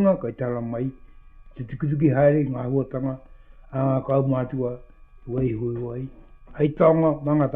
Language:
Māori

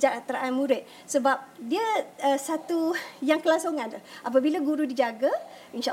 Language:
Malay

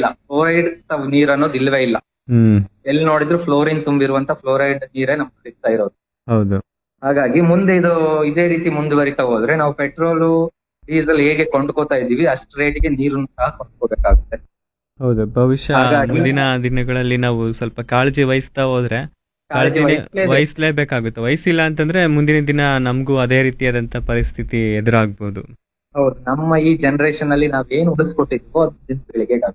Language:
Kannada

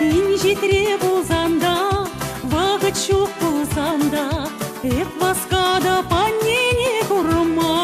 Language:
Chuvash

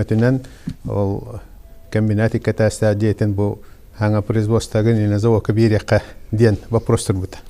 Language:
Yakut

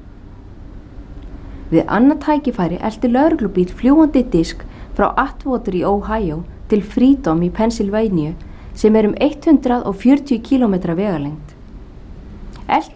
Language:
Icelandic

